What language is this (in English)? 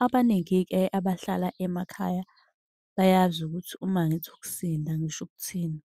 Zulu